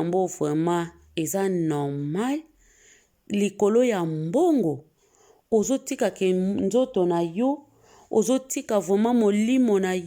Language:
Lingala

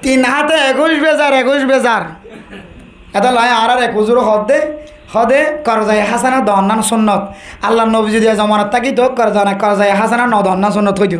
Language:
Rohingya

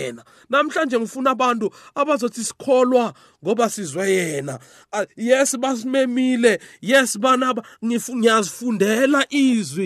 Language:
South Ndebele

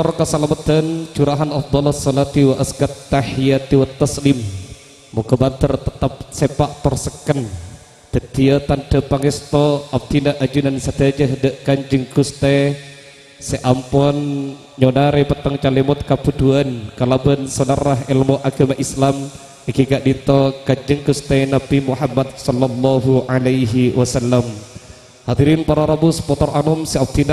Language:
Madurese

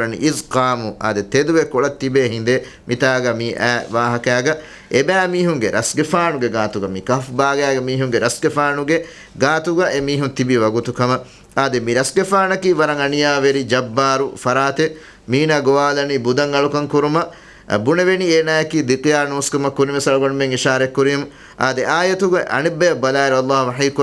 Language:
Divehi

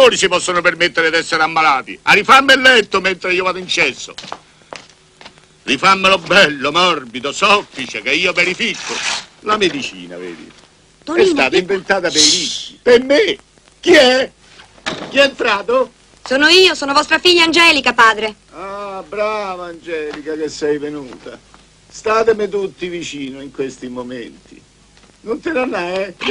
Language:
Italian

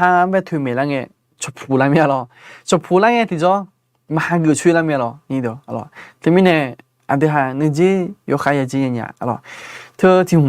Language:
Akha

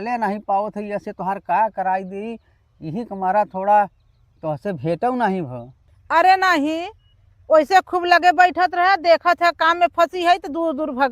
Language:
Bhojpuri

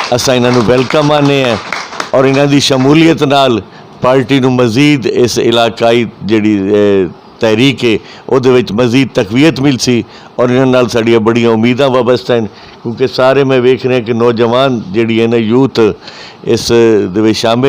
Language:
Saraiki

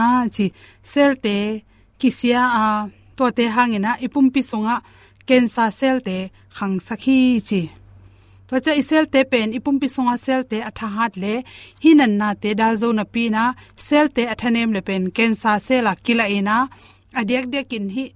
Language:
Tedim Chin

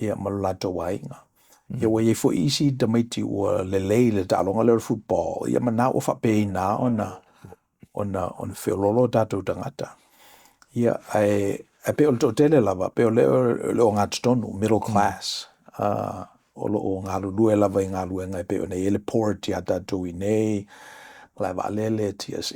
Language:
Samoan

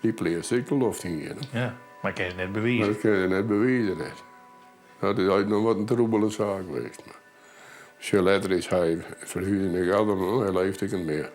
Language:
Western Frisian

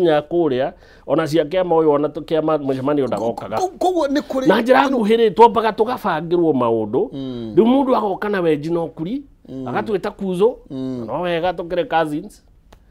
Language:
Kikuyu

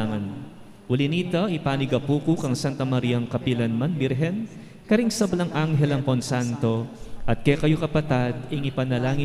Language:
Pampanga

